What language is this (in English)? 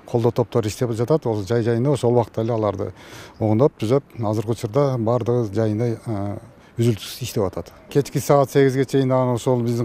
Kyrgyz